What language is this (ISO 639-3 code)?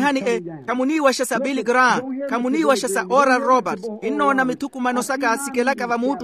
vmw